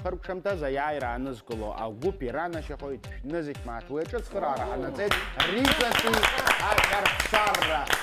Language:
Abkhazian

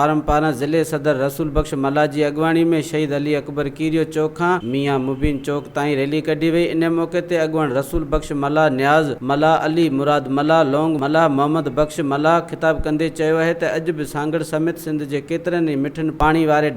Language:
Sindhi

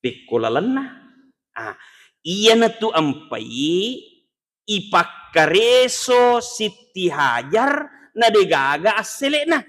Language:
Buginese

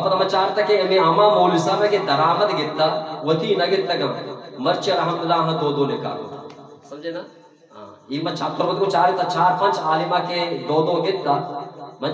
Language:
Eastern Balochi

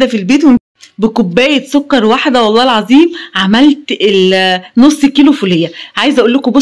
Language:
Egyptian Arabic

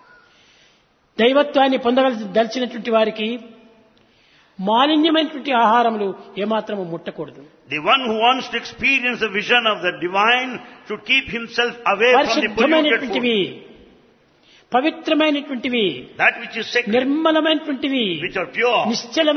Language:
Telugu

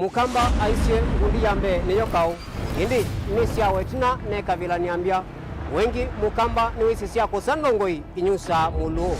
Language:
Kamba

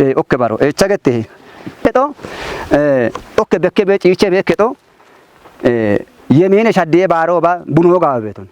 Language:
Kafa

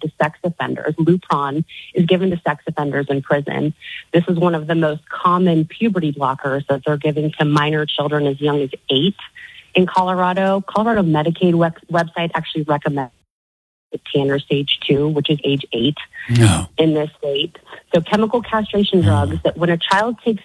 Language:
English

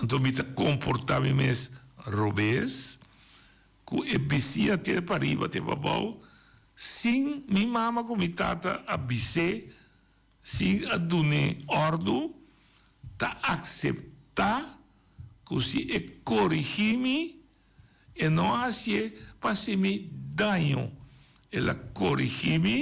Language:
Papiamento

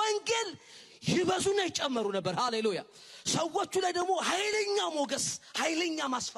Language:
Amharic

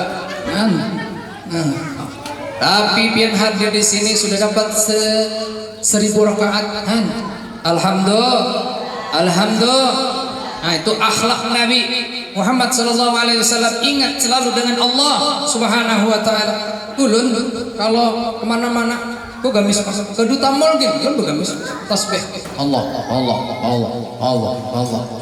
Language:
Banjar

